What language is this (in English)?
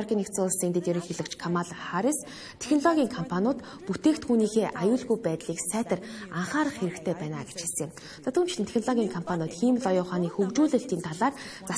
Mongolian